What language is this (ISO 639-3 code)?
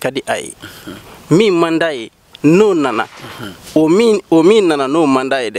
bam